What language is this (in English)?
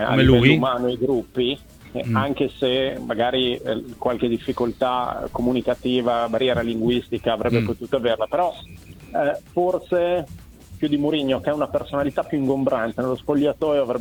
Italian